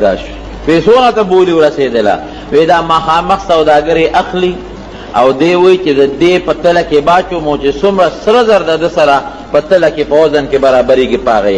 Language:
Pashto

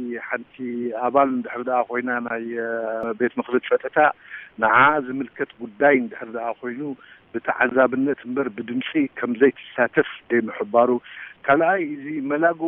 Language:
Tigrinya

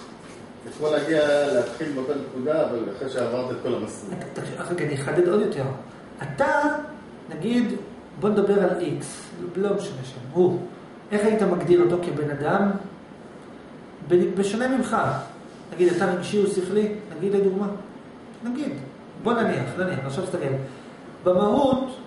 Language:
Hebrew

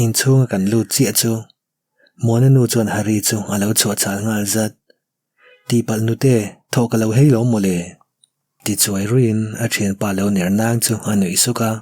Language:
Mizo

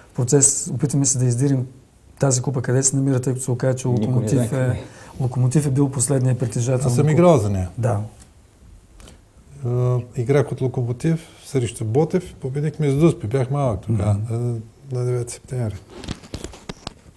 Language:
Bulgarian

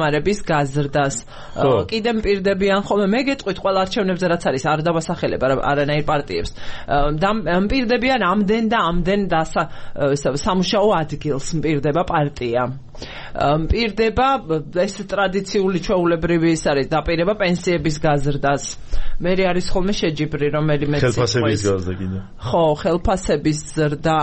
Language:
Georgian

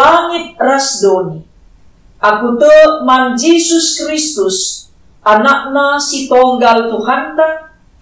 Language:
Batak Karo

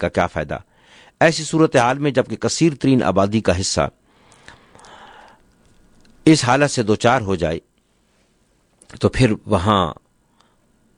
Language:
Urdu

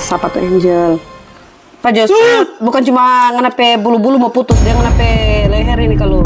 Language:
Manado Malay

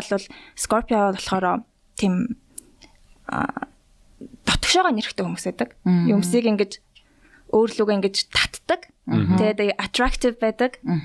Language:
Mongolian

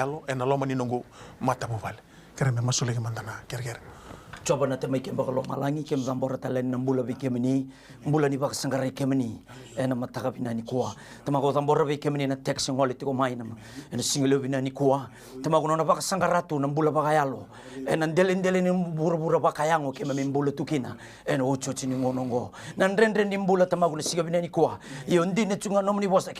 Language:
Fijian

